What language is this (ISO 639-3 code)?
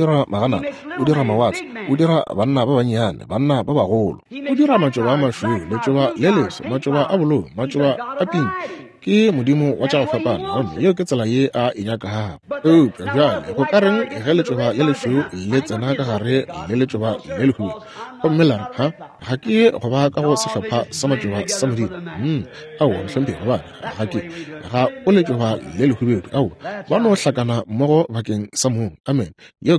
nso